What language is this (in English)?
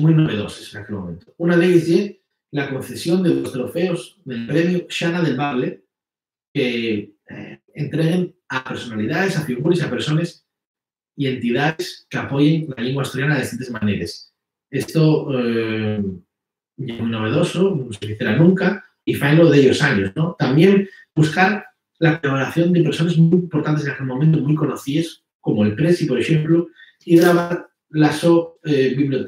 Asturian